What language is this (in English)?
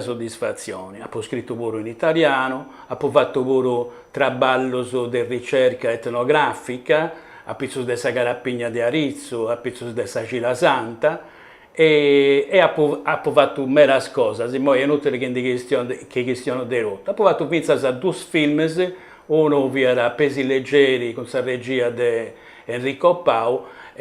Sardinian